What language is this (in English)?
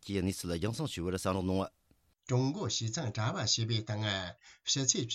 Tibetan